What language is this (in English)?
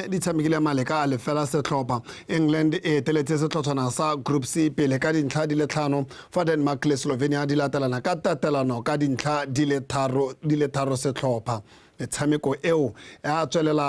Tswana